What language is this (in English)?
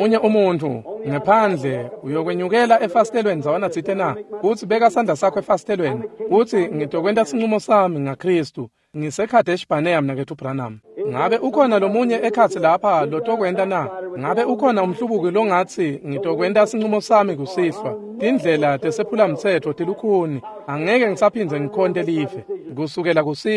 Swati